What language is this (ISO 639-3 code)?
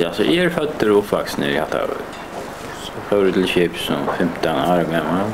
fao